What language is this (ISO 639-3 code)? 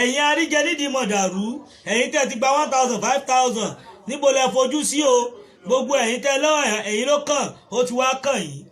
yor